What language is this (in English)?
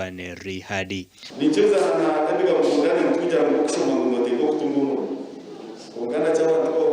Nyankole